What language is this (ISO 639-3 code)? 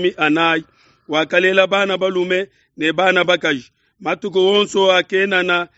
lua